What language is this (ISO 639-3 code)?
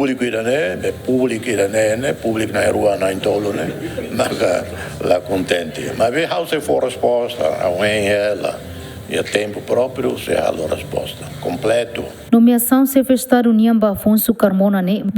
tet